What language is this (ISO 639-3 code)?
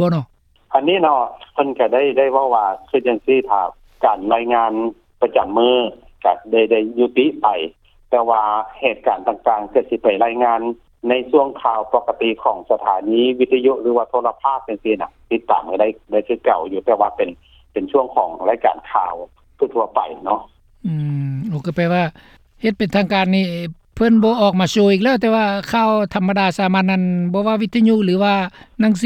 lao